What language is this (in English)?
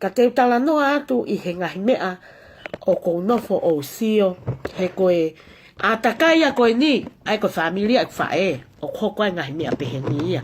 Tongan